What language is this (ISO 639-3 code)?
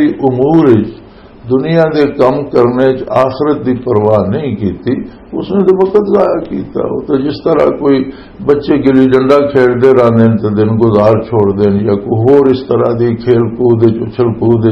lah